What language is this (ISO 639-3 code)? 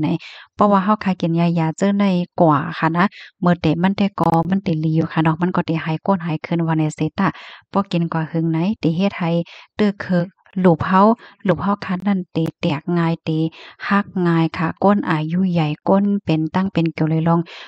shn